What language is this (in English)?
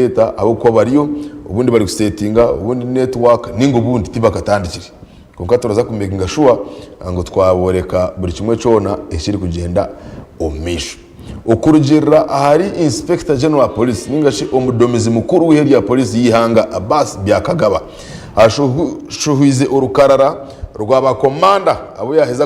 Nyankole